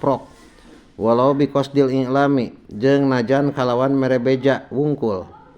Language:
Sundanese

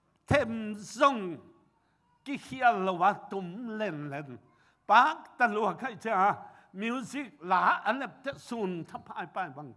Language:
Tedim Chin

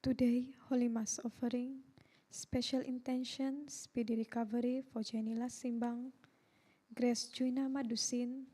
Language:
Central Dusun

